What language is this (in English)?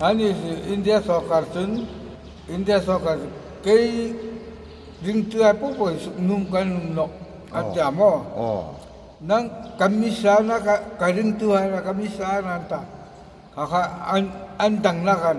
Hmar